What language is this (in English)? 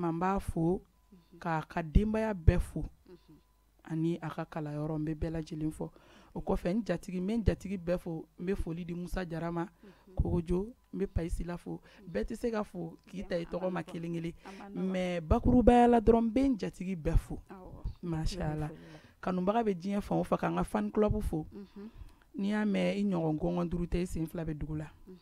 Bambara